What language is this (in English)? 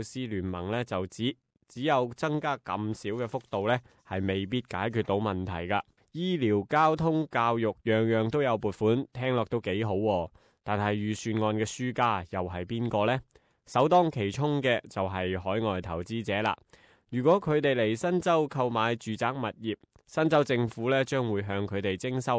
Cantonese